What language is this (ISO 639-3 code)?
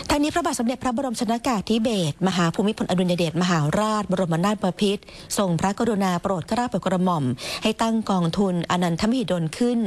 tha